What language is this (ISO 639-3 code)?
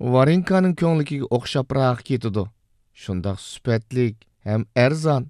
uig